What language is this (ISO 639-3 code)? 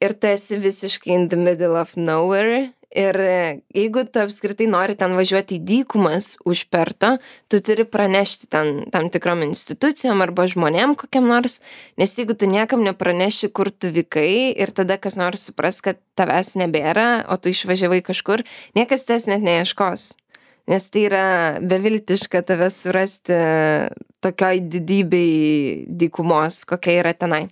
lit